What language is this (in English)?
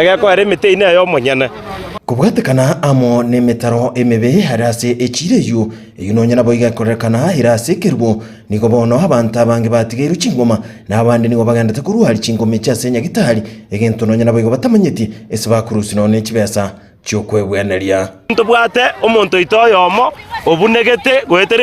Gusii